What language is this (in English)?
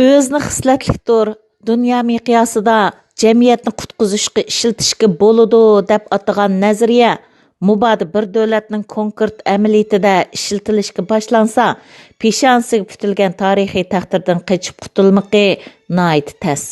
Uyghur